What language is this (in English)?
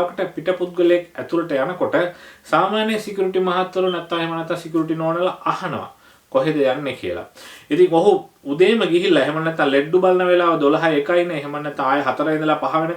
Sinhala